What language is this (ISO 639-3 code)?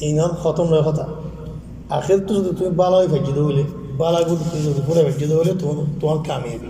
rhg